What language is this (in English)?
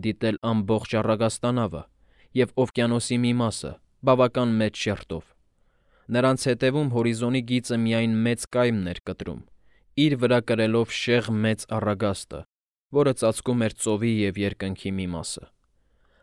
Armenian